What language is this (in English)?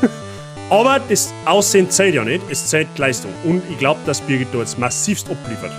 Bavarian